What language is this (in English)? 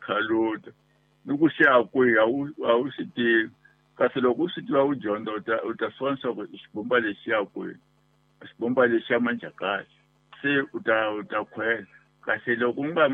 Tsonga